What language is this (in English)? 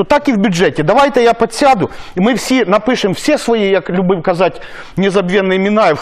Ukrainian